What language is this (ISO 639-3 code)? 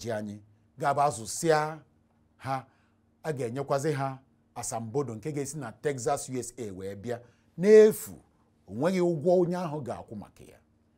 ibo